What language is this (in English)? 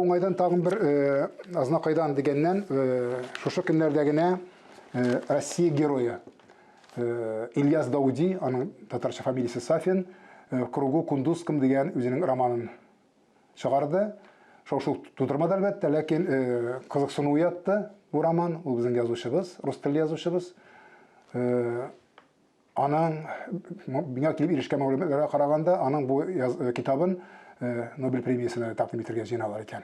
Tatar